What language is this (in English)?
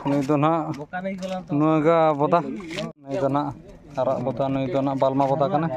Santali